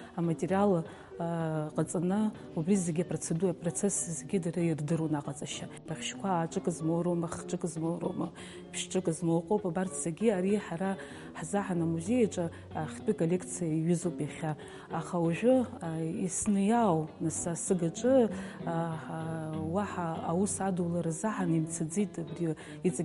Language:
Abkhazian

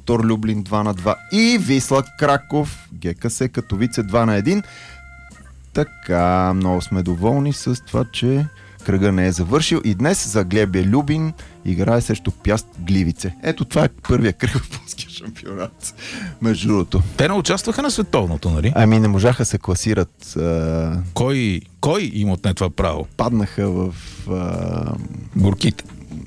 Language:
Bulgarian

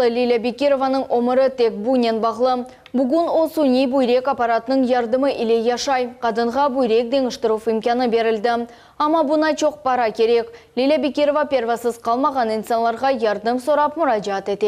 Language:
Crimean Tatar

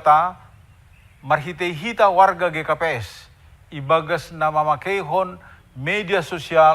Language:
Batak Simalungun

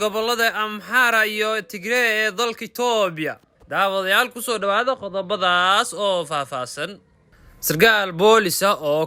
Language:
Somali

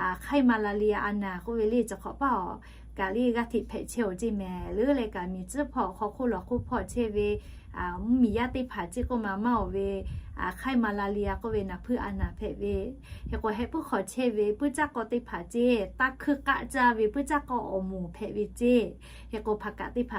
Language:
Lahu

